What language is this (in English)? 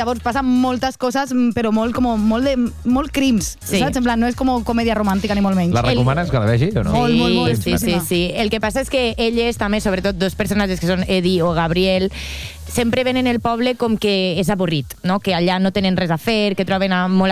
Catalan